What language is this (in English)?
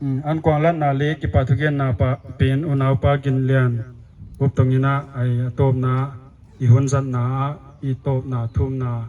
Paite Chin